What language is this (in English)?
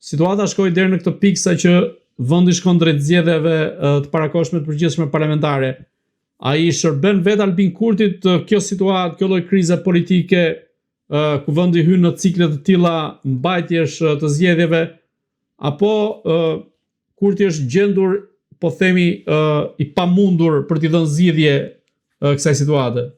Albanian